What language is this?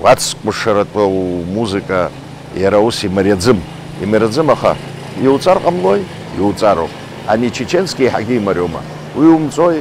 Abkhazian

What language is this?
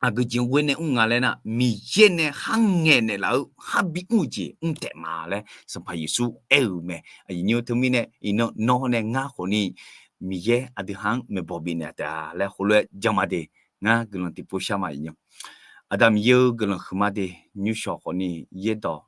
Akha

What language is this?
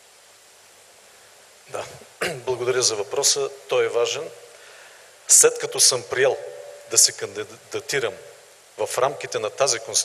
Bulgarian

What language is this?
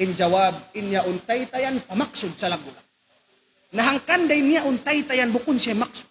Tausug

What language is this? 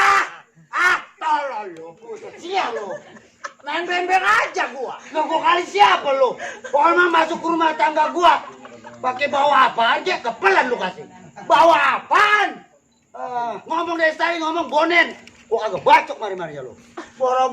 Betawi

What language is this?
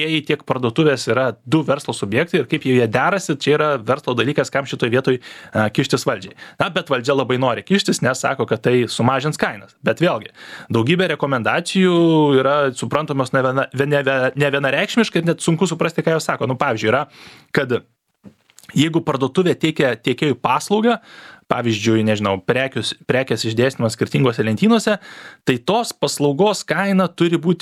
Lithuanian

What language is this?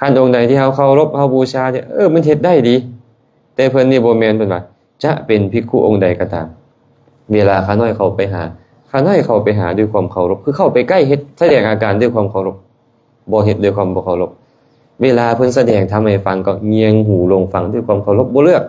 Lao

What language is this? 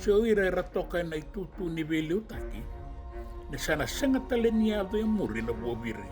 Fijian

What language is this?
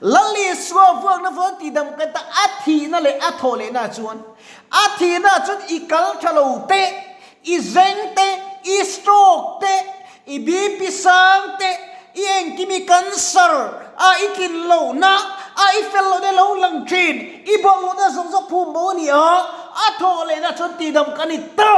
Mizo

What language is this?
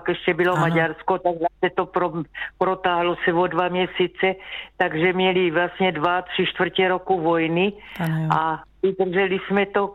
Czech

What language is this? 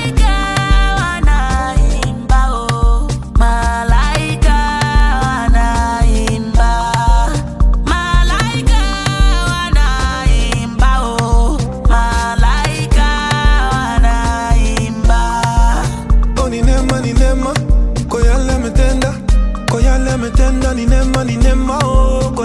Swahili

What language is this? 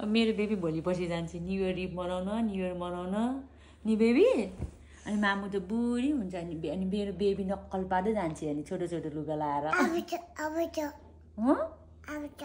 Nepali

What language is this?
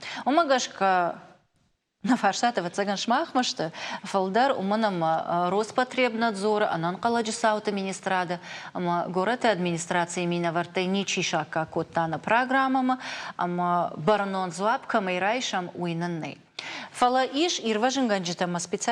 Ossetic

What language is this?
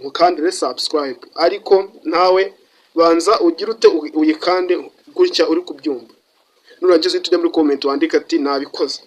Kinyarwanda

